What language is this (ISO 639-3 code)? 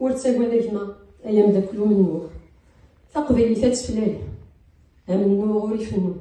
kab